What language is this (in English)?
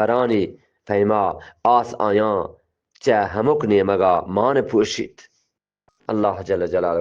Eastern Balochi